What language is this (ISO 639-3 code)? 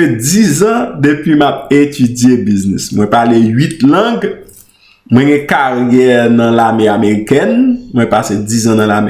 hat